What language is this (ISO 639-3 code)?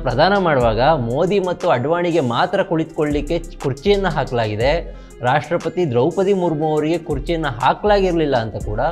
kan